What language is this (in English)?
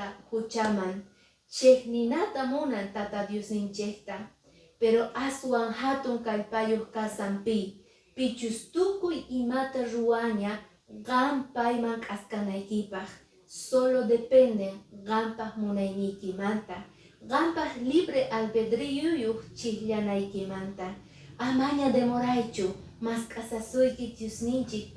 Quechua